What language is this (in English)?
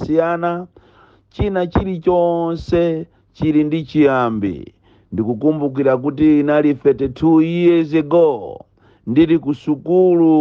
Nyanja